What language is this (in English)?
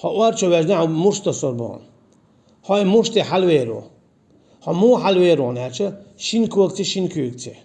Chechen